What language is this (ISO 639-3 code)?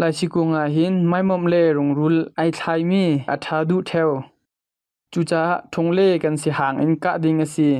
cnh